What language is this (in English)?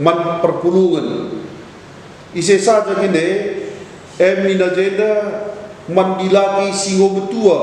Batak Karo